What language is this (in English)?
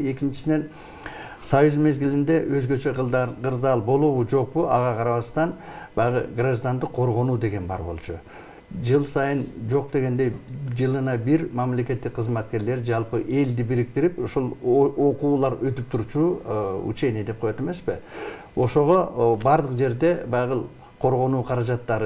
Kyrgyz